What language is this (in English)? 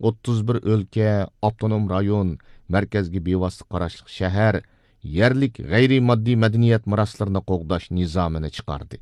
Uyghur